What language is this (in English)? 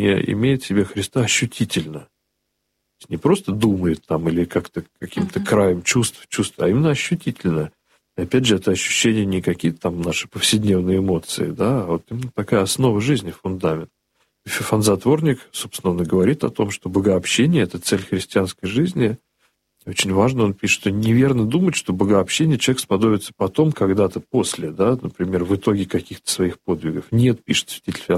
Russian